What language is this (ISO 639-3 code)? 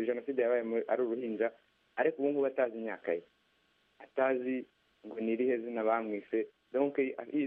kin